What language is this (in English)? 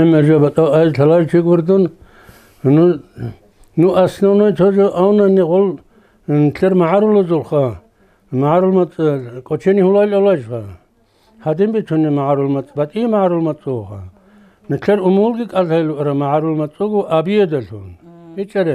Avaric